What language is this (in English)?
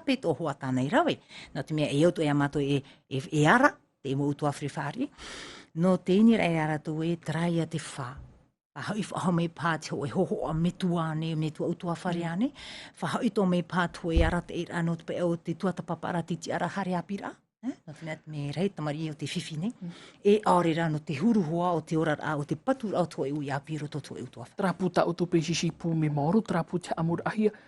Tahitian